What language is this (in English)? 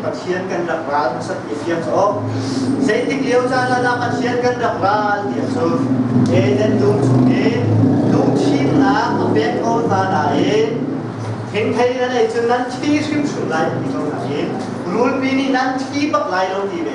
Hakha Chin